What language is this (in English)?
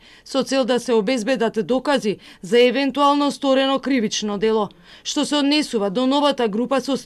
Macedonian